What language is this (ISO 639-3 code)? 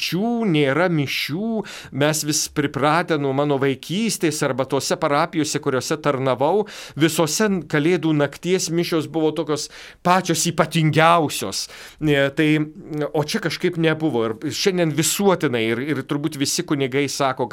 lit